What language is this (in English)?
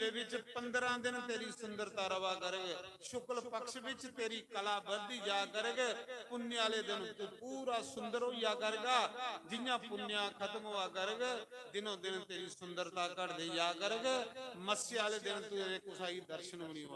Dogri